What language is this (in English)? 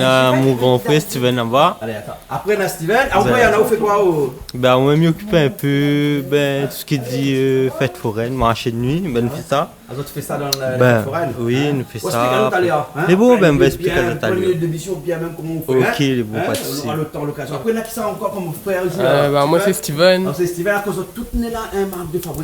Réunion Creole French